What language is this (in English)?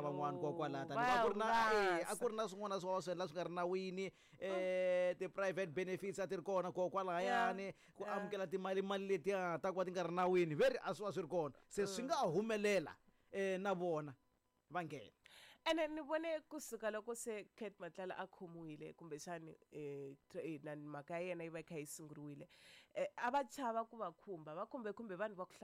Tsonga